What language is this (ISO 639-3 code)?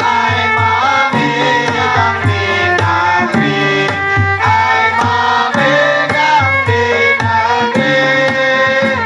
bjn